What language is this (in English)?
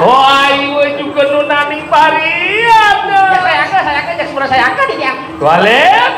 Balinese